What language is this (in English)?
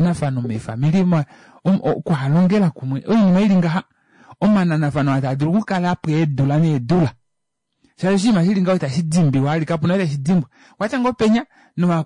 Kuanyama